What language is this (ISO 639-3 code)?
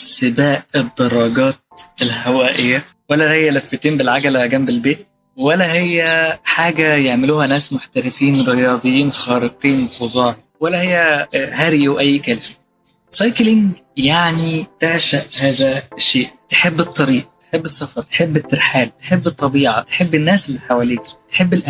arz